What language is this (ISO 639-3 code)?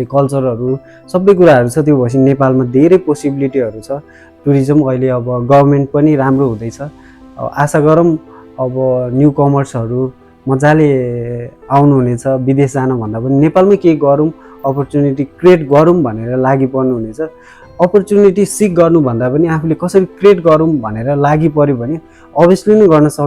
nep